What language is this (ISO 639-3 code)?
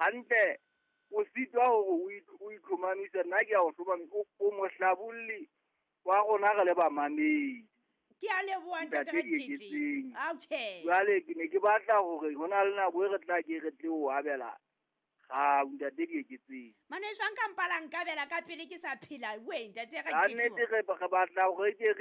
sot